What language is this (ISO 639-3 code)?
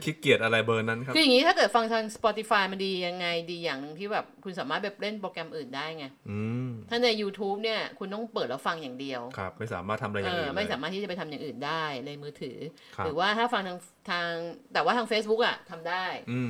tha